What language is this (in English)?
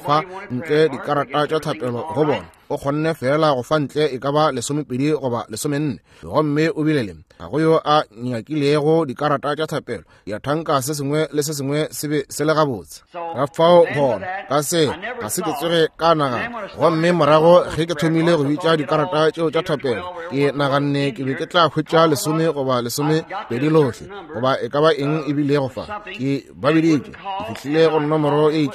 Northern Sotho